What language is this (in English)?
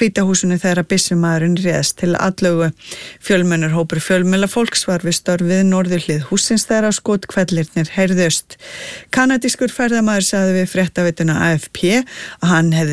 Icelandic